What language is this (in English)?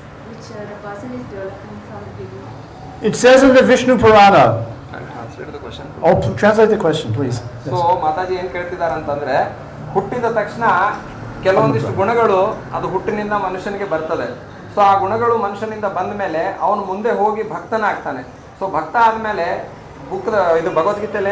Kannada